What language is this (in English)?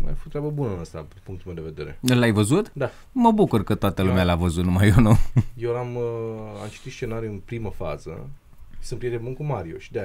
Romanian